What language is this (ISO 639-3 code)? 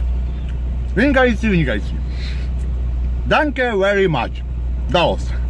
ces